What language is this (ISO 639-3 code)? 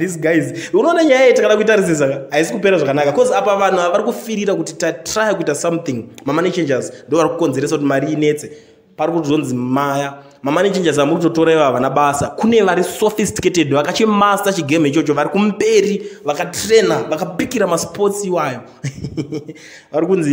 sna